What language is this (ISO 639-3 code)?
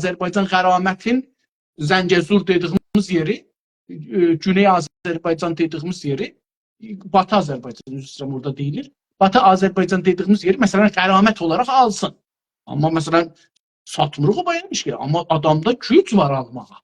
azb